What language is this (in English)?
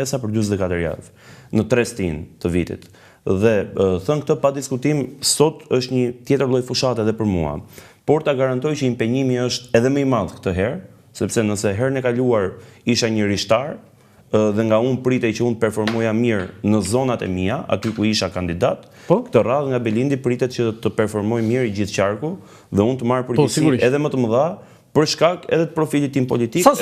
Albanian